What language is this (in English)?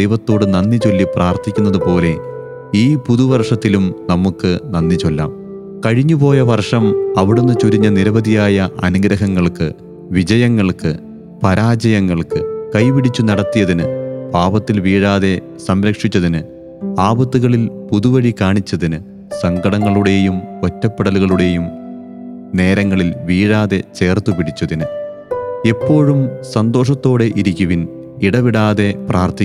Malayalam